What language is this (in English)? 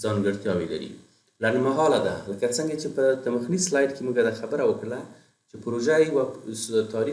Pashto